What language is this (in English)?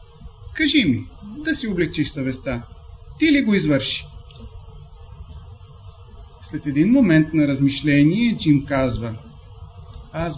Bulgarian